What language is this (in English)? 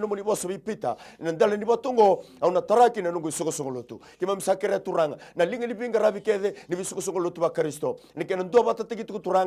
Fijian